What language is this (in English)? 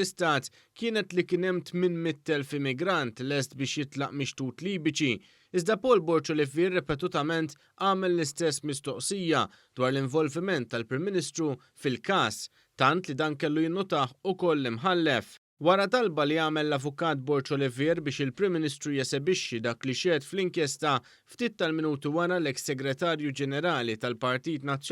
Maltese